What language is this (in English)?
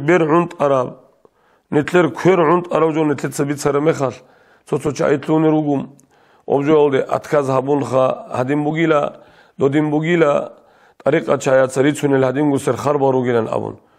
Avaric